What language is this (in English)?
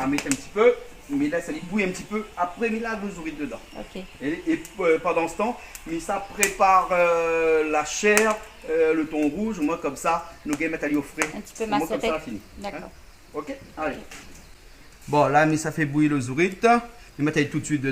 Réunion Creole French